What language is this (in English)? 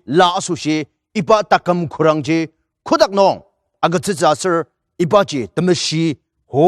Ao Naga